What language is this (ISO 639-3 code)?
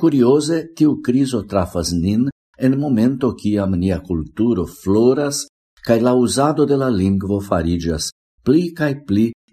epo